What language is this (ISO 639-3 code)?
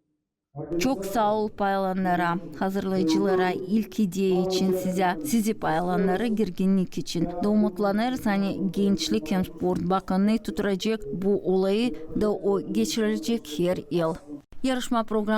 gag